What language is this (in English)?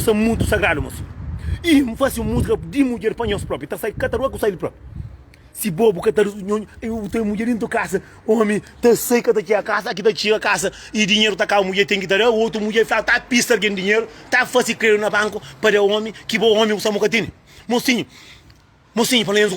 Kabuverdianu